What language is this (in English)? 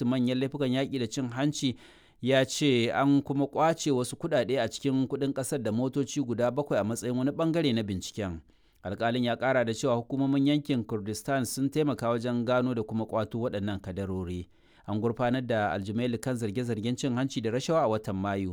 Hausa